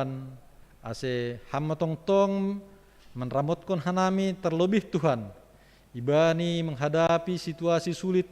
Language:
Batak Simalungun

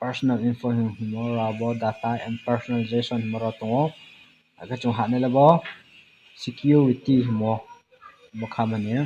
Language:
Riang (India)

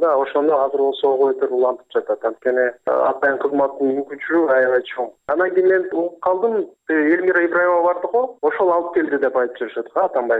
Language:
Kyrgyz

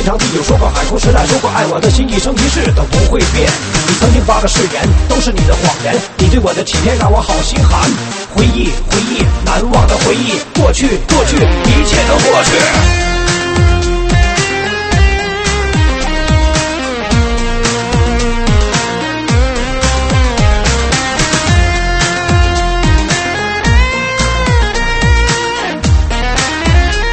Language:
Chinese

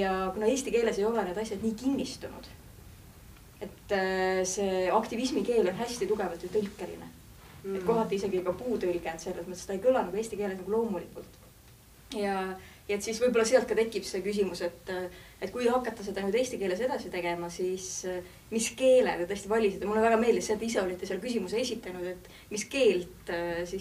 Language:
Estonian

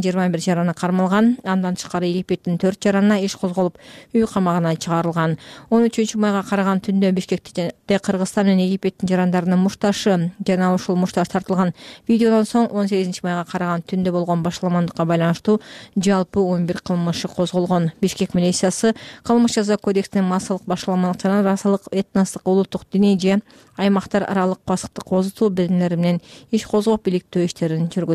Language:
Kyrgyz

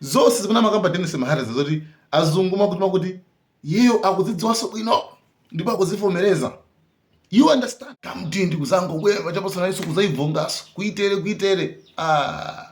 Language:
Nyanja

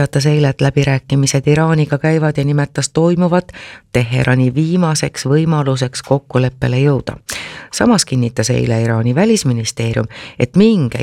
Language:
Estonian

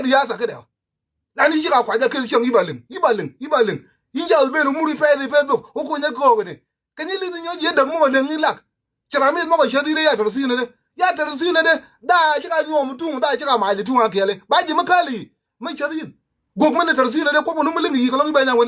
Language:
Nuer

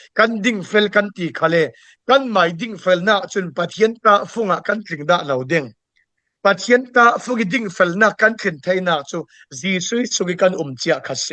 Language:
Falam Chin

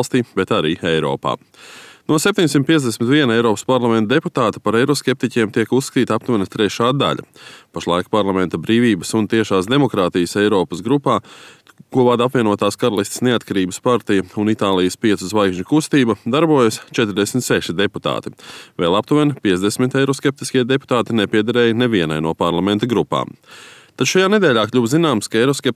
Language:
Latvian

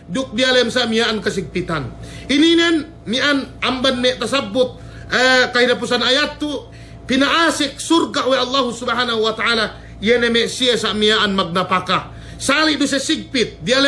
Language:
Yakan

